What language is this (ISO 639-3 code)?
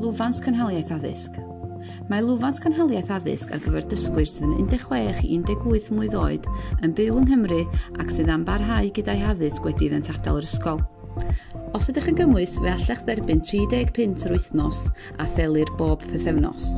cym